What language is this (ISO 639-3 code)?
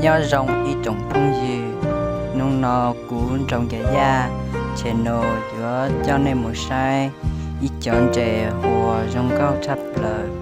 hmn